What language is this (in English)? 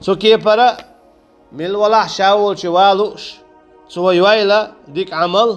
Chechen